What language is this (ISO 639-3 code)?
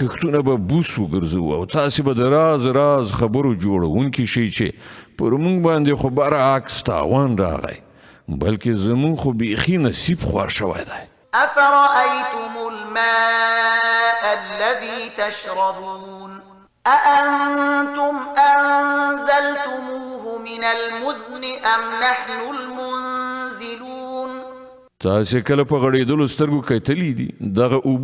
pus